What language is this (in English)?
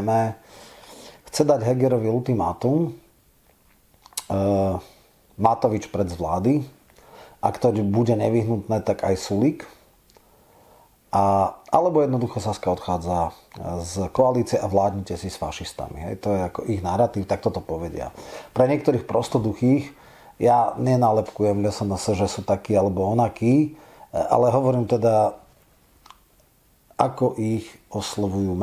Slovak